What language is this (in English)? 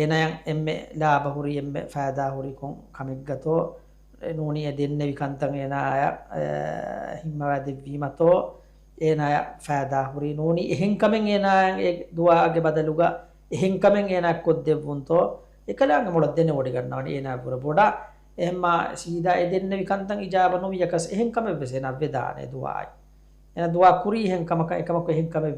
Divehi